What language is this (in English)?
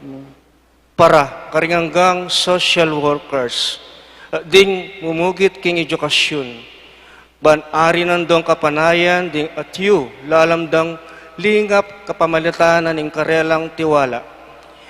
Pampanga